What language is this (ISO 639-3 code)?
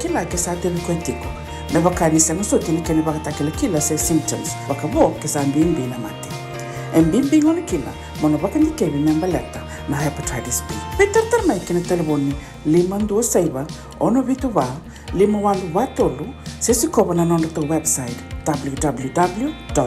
fij